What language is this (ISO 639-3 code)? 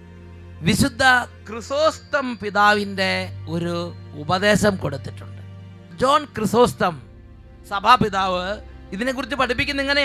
mal